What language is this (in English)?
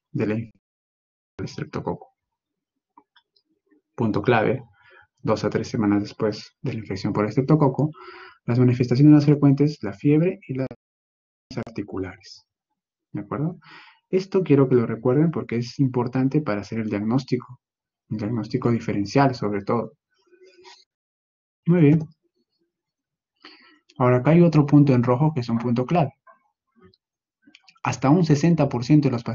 Spanish